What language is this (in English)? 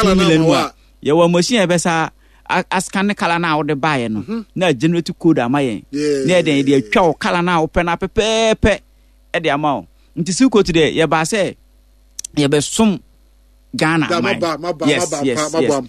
Akan